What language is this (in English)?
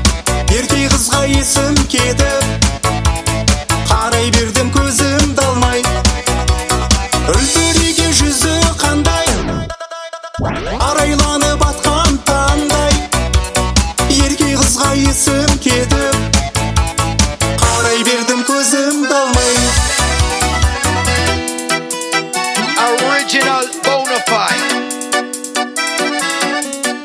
Kazakh